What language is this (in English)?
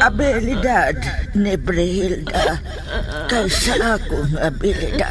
Cebuano